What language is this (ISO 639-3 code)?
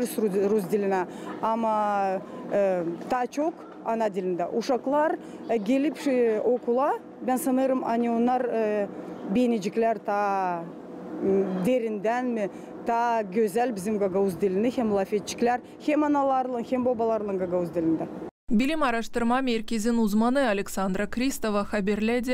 gag